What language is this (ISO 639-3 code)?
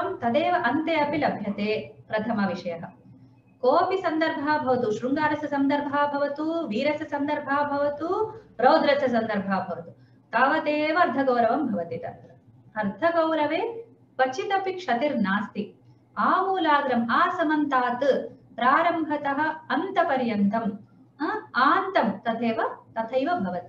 san